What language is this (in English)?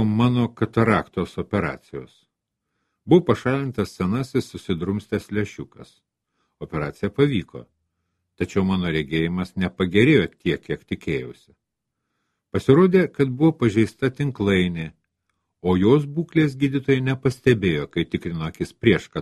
Lithuanian